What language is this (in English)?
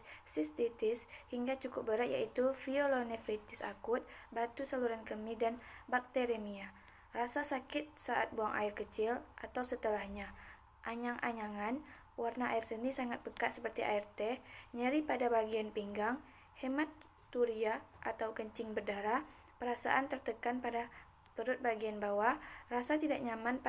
Indonesian